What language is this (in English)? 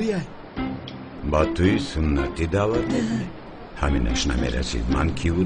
Tajik